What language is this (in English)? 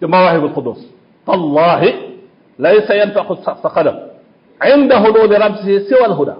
Wolof